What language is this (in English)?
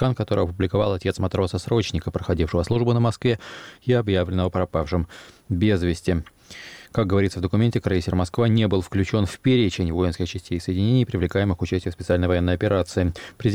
Russian